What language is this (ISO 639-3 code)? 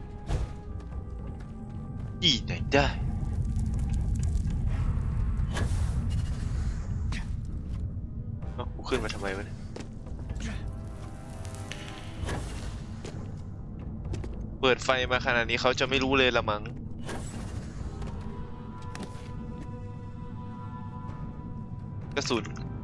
tha